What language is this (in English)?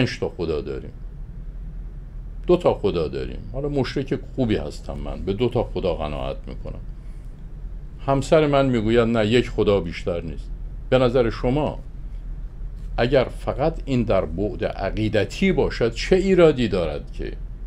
Persian